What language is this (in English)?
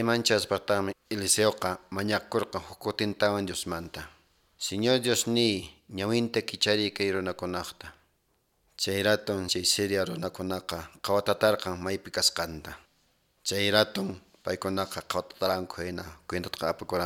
Quechua